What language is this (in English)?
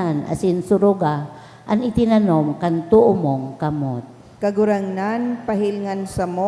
Bikol